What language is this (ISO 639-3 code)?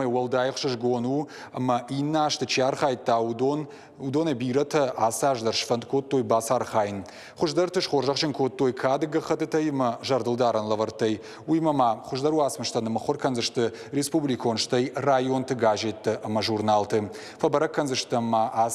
oss